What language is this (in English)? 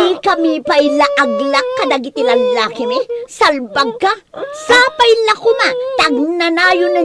Iloko